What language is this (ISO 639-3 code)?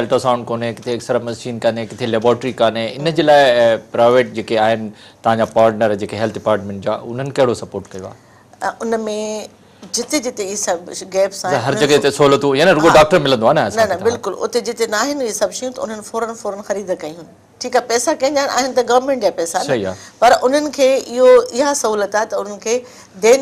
snd